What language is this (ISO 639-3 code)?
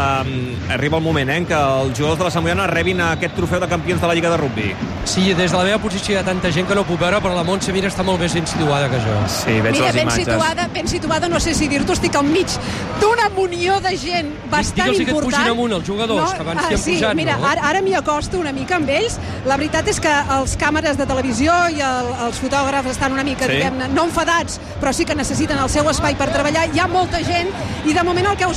cat